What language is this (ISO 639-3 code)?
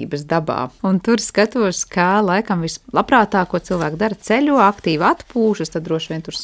lav